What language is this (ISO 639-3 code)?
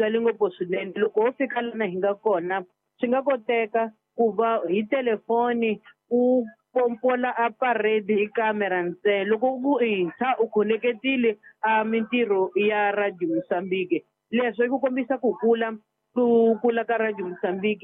tso